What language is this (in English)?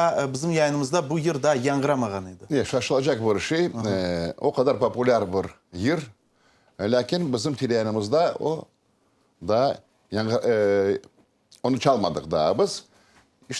Crimean Tatar